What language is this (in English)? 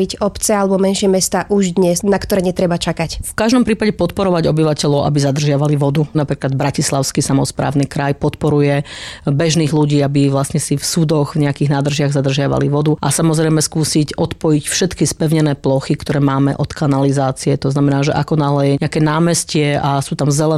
Slovak